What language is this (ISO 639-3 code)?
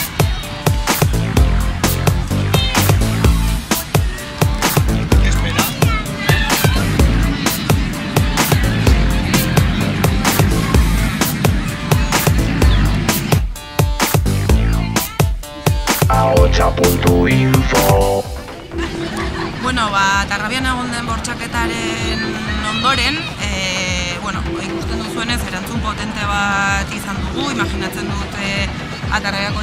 eus